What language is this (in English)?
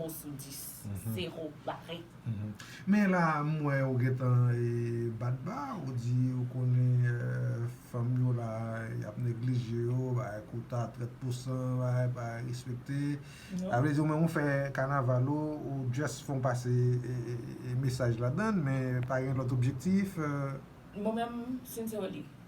Haitian Creole